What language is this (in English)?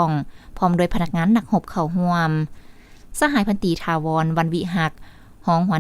Lao